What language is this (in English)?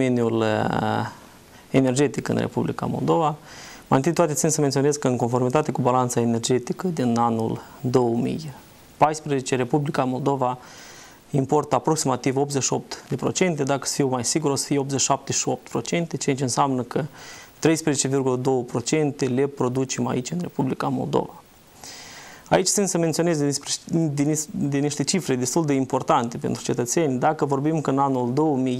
Romanian